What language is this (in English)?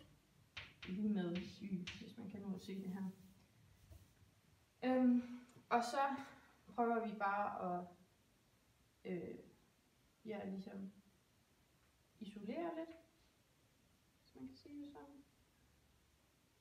Danish